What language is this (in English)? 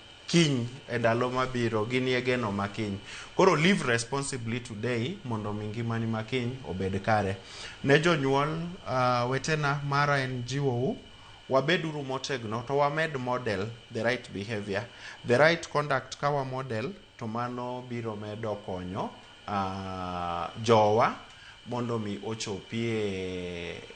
Luo (Kenya and Tanzania)